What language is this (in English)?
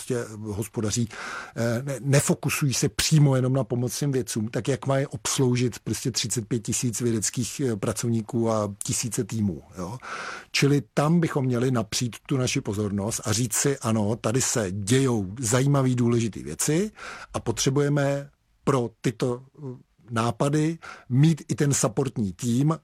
Czech